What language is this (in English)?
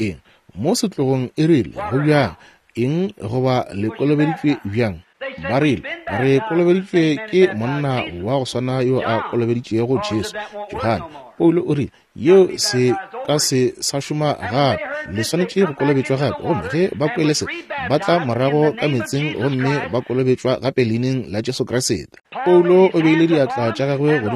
Northern Sotho